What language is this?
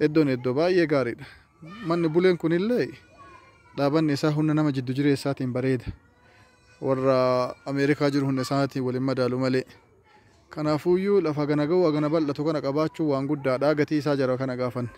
Oromo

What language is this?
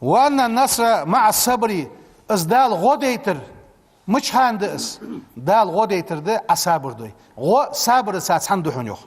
Ingush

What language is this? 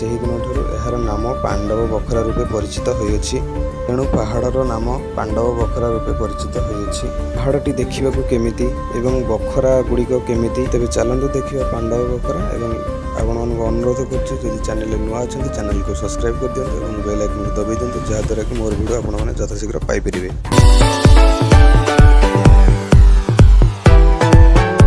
Odia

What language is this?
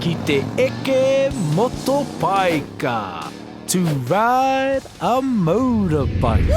Māori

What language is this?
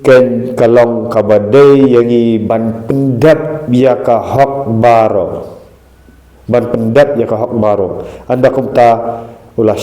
Khasi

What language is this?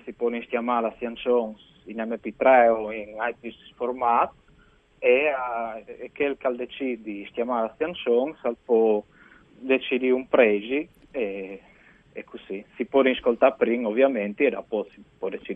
Friulian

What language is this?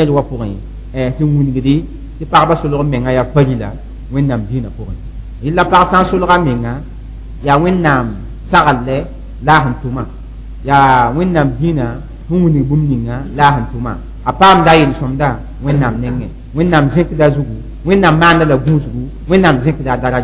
Mossi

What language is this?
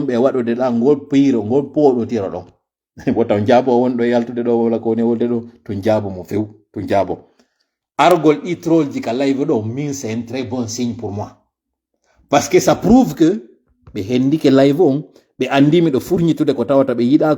Fula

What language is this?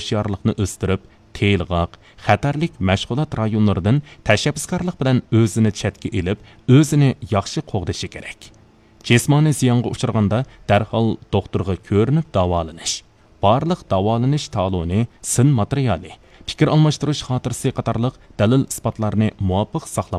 Uyghur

